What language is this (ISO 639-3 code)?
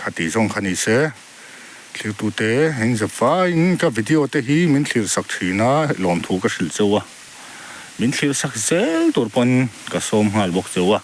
lus